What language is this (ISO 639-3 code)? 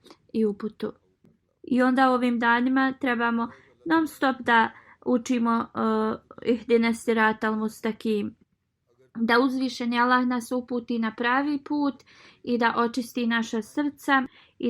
bos